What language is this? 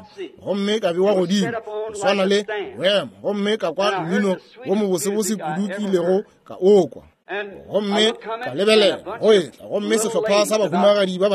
Northern Sotho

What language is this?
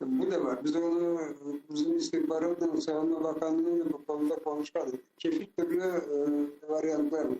Crimean Tatar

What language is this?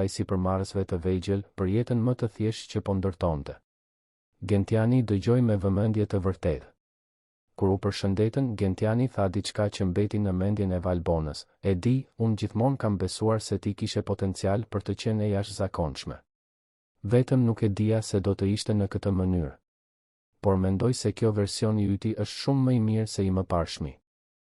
Albanian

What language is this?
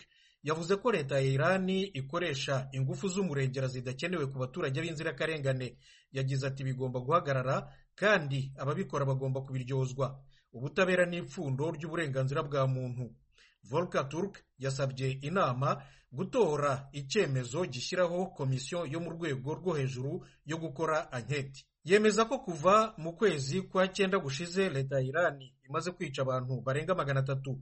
Kinyarwanda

